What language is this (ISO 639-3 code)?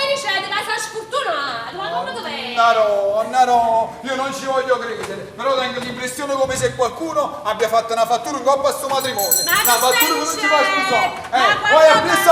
nap